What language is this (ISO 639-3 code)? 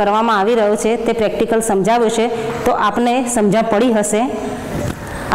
guj